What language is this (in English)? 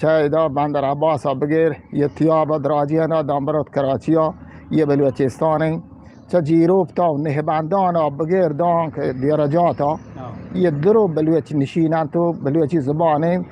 Eastern Balochi